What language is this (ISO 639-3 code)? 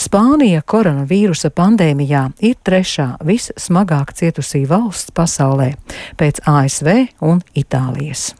lav